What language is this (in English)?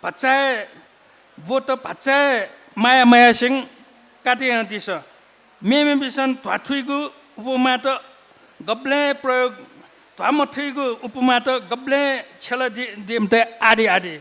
Newari